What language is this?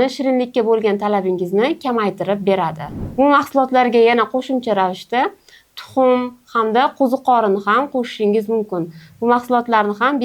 Uzbek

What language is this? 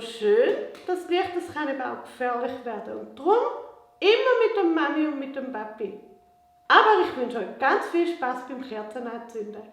Swiss German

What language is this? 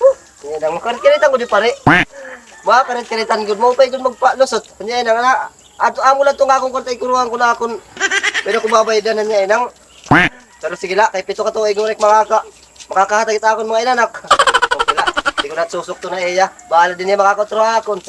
Waray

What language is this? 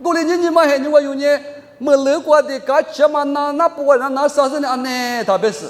Lisu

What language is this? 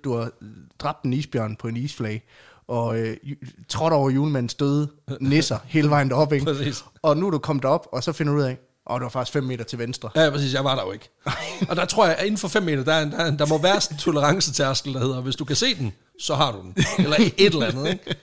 Danish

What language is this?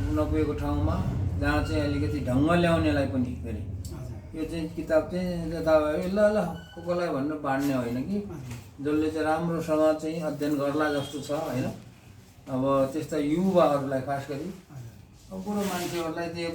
Nepali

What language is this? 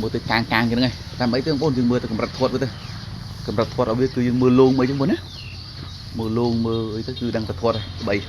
Khmer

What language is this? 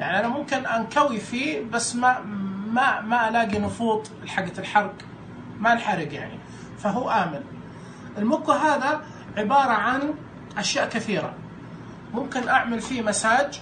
Najdi Arabic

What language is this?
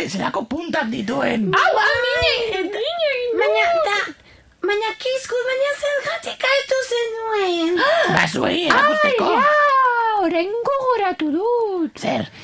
Basque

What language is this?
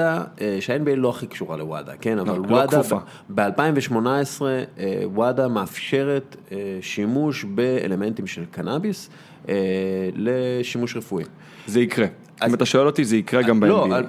Hebrew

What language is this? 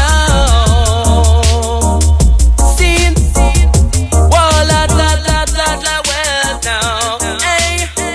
Italian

